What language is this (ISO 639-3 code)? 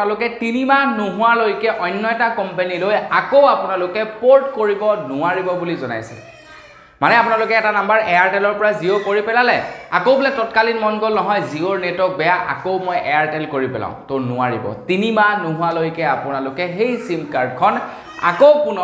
asm